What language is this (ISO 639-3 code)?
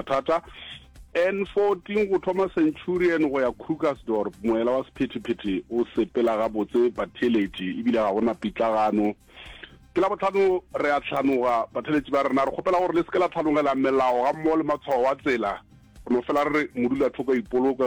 nso